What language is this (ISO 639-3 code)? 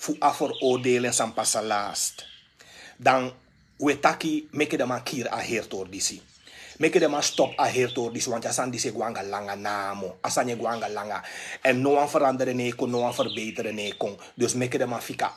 srn